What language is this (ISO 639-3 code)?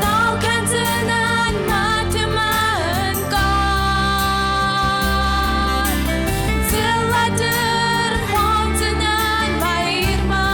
oss